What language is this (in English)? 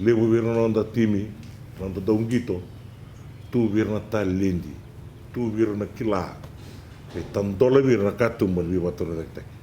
Fijian